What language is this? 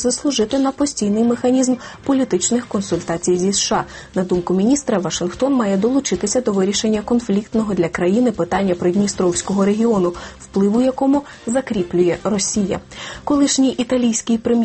Ukrainian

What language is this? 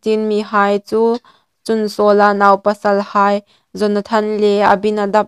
Hmar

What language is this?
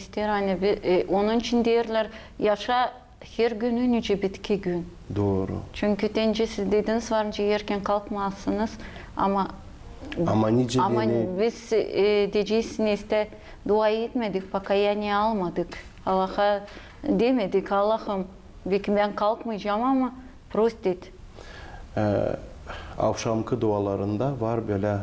Gagauz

